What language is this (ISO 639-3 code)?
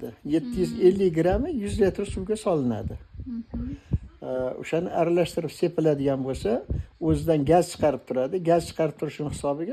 uzb